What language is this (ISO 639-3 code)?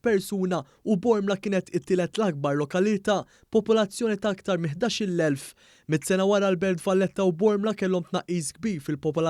mlt